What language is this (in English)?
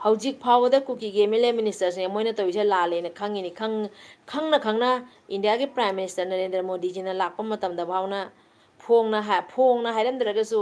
Manipuri